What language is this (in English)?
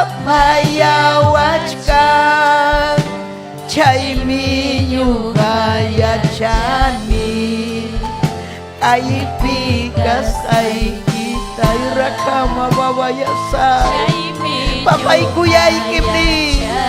Ayacucho Quechua